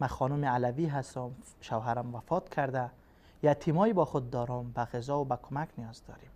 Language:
Persian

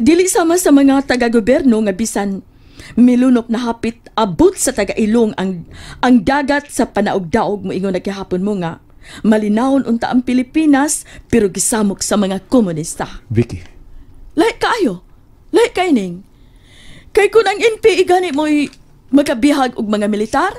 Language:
Cebuano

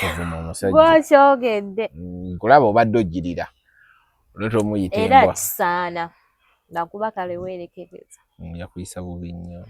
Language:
Ganda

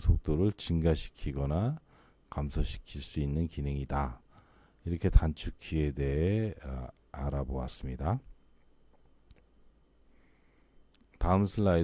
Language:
Korean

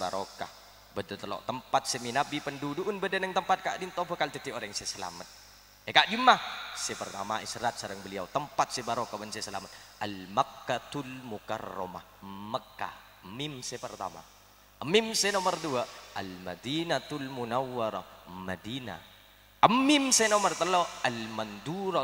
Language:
Madurese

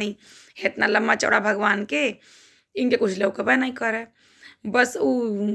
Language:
Bhojpuri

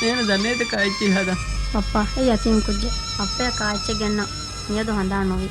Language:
Divehi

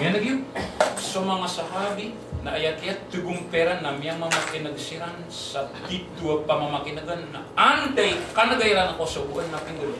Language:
Maranao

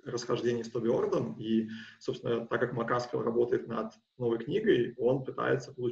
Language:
Russian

